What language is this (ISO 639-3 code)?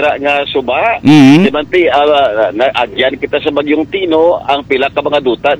hil